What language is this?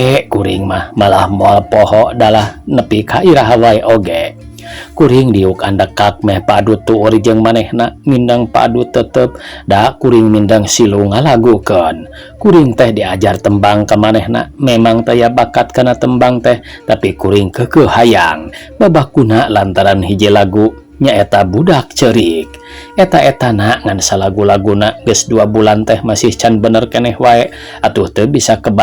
Sundanese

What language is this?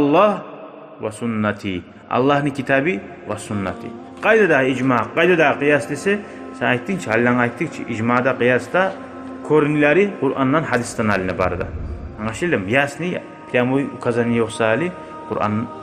Kumyk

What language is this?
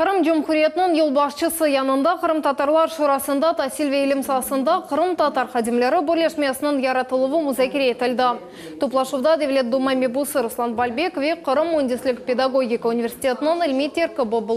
Crimean Tatar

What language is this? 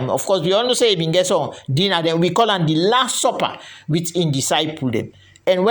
Krio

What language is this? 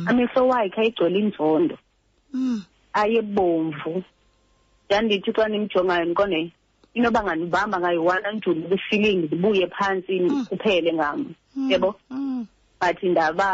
Xhosa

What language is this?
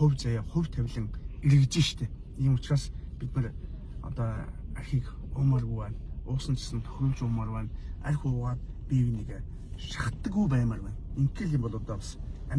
Mongolian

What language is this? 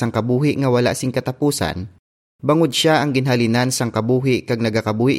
Hiligaynon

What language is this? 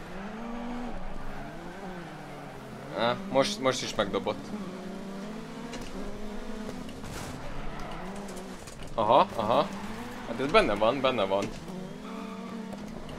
Hungarian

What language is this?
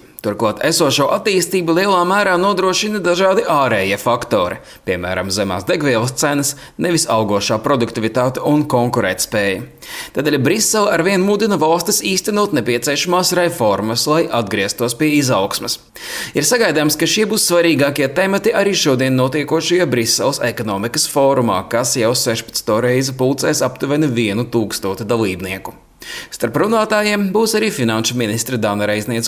Latvian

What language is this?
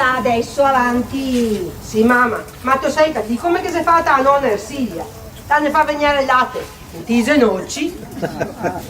Venetian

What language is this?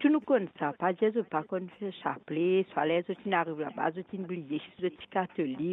Morisyen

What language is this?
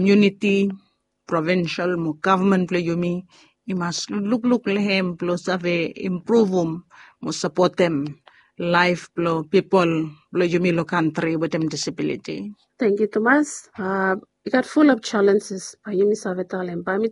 Bislama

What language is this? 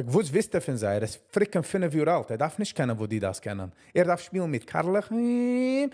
Yiddish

